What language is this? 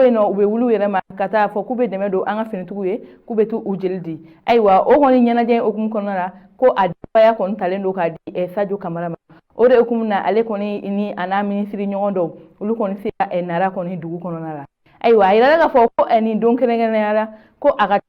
Bambara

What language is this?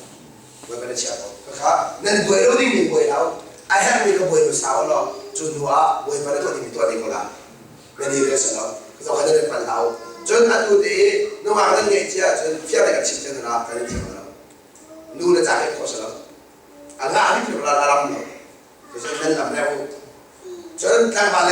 Hakha Chin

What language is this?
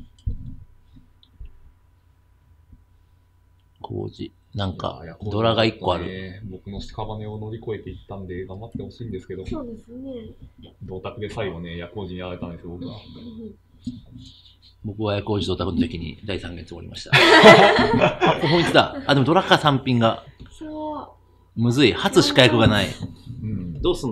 Japanese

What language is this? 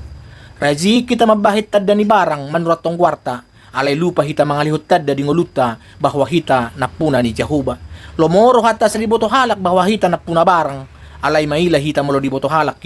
Batak Toba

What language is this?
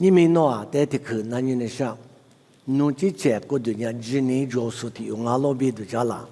Lisu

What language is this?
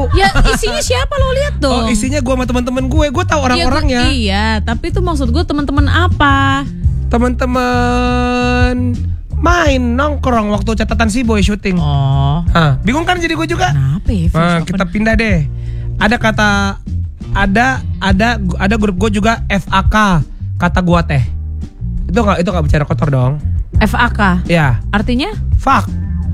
Indonesian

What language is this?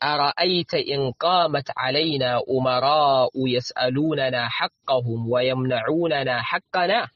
Hausa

